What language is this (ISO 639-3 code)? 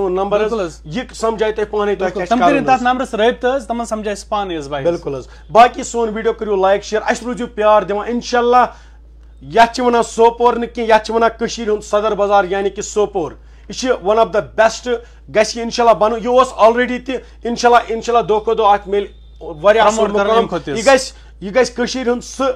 kas